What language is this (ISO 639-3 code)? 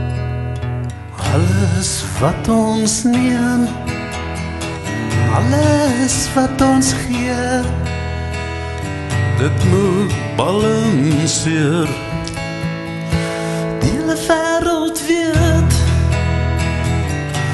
afr